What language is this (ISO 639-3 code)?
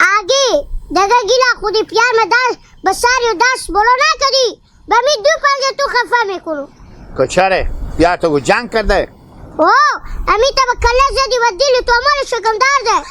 haz